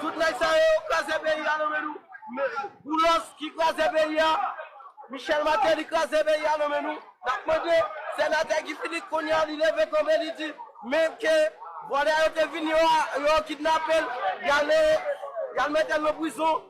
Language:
Haitian Creole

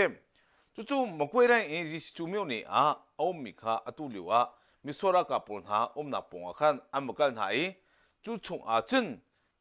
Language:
Hakha Chin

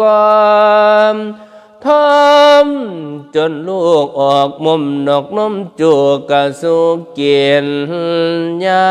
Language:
Northeastern Thai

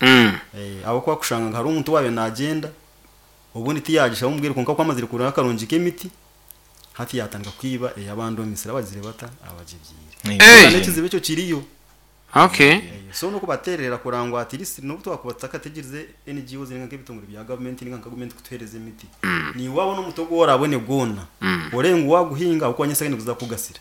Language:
Nyoro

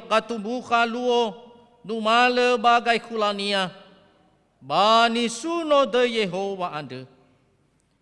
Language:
Nias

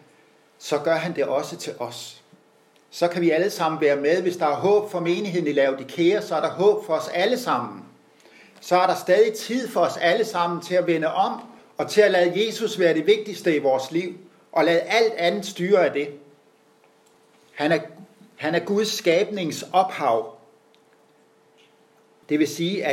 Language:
Danish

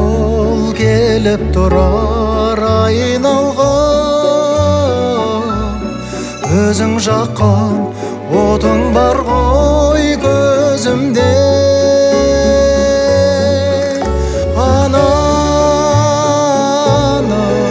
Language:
Kazakh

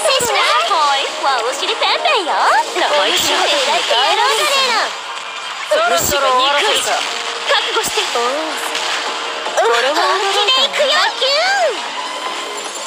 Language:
Japanese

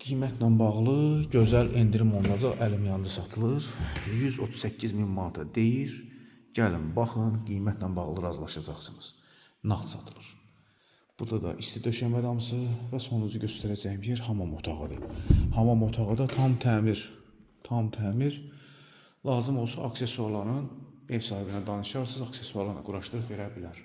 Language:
Azerbaijani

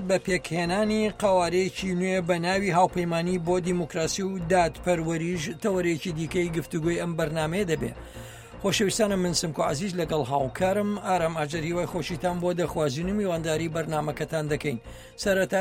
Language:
Central Kurdish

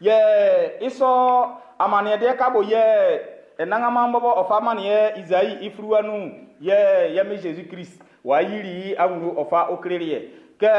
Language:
Baoulé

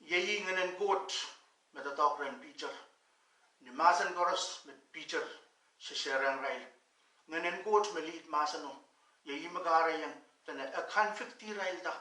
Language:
Pohnpeian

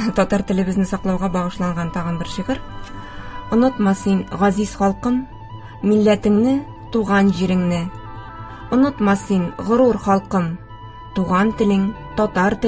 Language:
Tatar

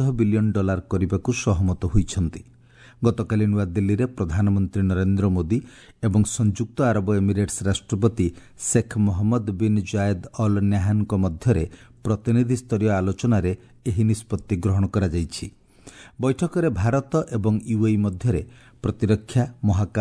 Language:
Odia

